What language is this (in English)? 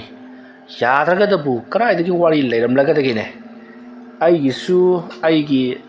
Manipuri